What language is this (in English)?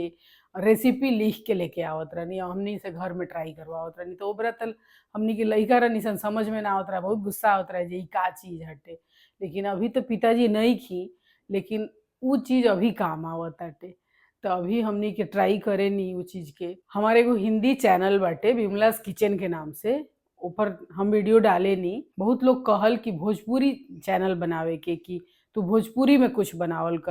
Bhojpuri